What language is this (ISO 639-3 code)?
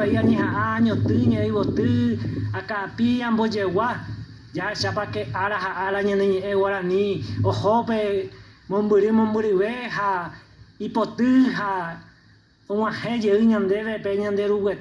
grn